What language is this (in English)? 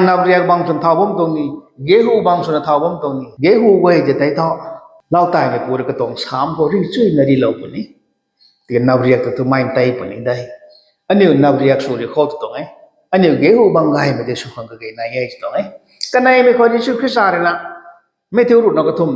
Rongmei Naga